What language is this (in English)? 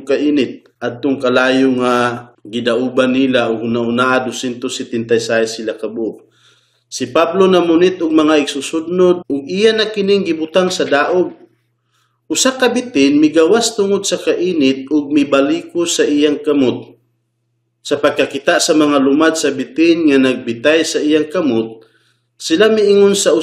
Cebuano